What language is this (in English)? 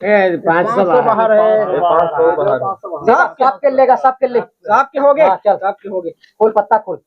Chhattisgarhi